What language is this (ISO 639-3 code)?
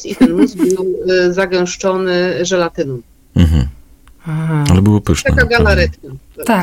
pol